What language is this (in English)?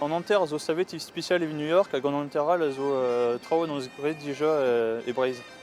Breton